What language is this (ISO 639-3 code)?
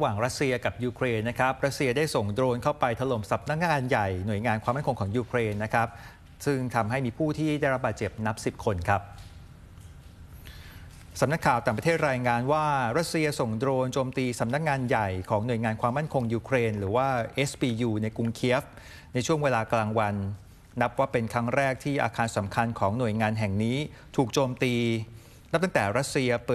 tha